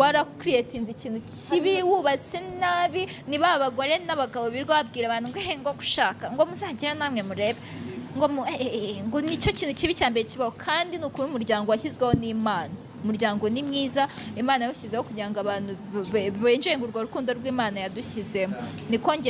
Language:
Kinyarwanda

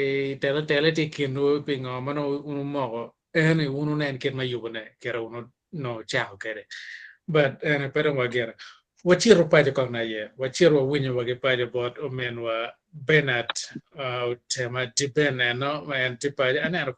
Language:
Acoli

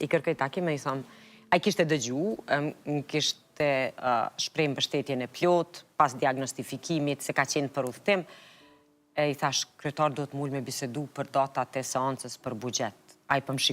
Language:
Albanian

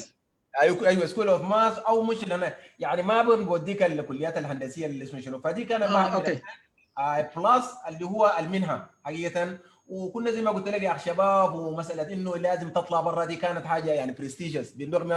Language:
Sudanese Arabic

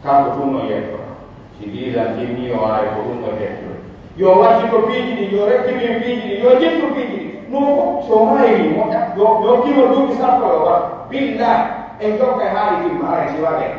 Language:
Pular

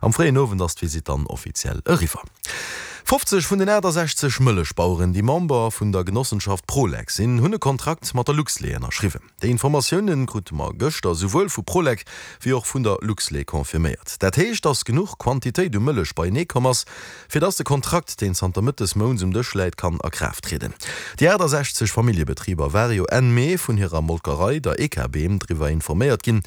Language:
Luxembourgish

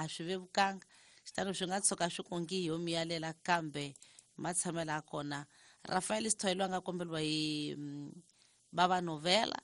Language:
Tsonga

